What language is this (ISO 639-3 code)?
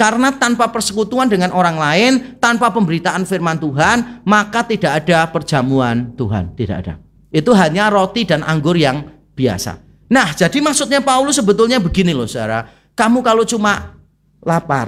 ind